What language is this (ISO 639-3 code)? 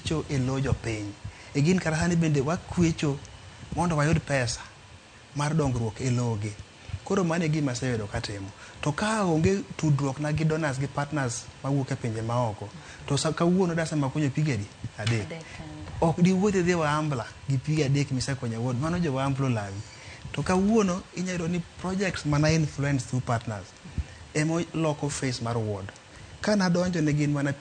luo